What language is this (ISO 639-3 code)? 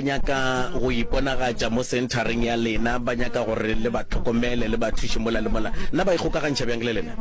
nso